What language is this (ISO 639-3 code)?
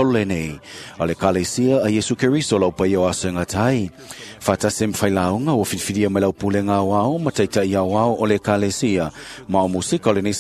smo